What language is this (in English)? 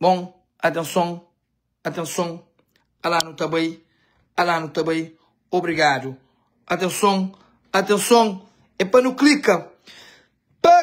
Kabuverdianu